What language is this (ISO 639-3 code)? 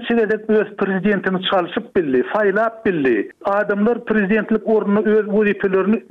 tuk